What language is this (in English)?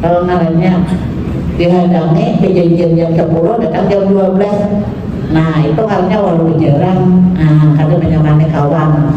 Banjar